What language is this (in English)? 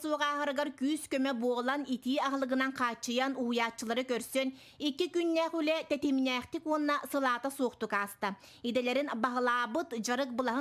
Yakut